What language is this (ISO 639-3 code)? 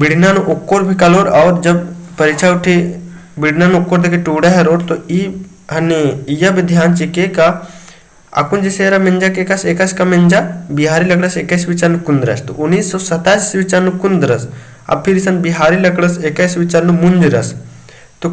kru